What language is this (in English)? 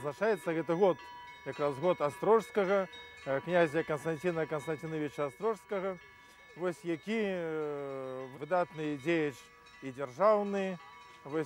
Belarusian